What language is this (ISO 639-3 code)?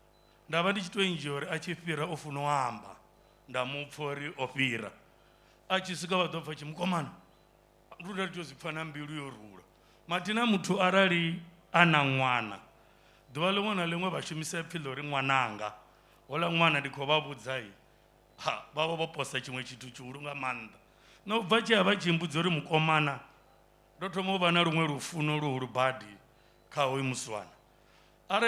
ven